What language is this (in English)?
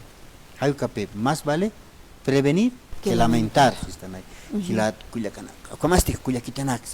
Aymara